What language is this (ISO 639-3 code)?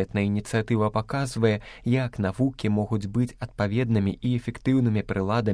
bel